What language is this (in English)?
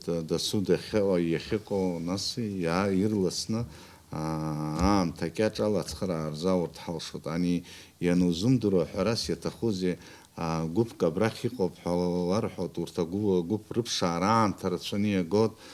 Abkhazian